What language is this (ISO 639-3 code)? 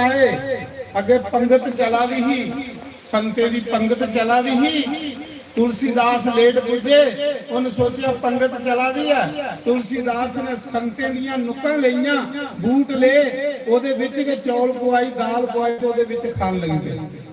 doi